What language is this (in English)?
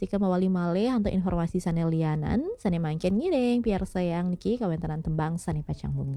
Balinese